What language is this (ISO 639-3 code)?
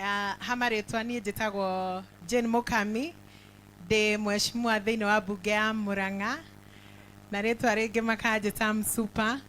kik